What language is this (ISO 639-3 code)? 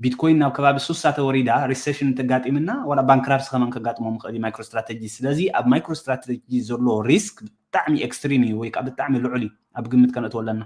tir